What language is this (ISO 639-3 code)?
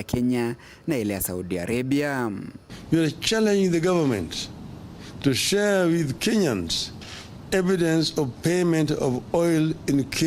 mer